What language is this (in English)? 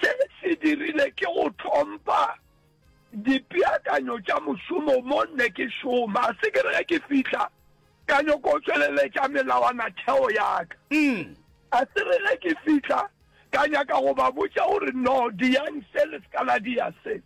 Northern Sotho